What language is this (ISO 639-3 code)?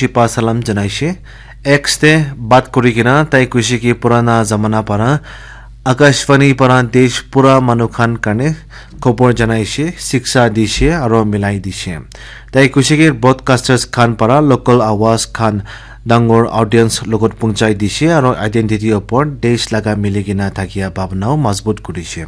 nag